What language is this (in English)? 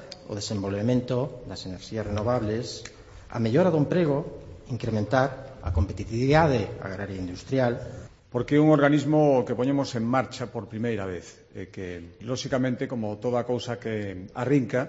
Galician